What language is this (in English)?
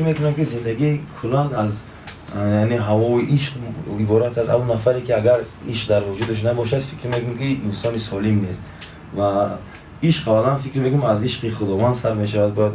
Tajik